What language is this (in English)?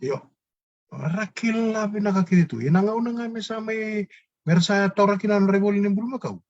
Fijian